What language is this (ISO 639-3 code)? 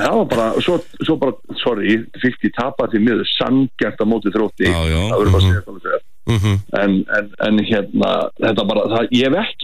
isl